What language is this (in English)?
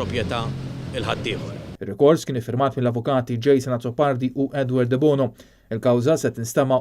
Maltese